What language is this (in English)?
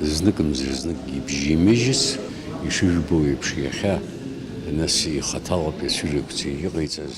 Abkhazian